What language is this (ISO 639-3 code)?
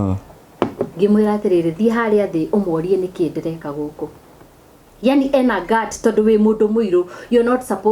kik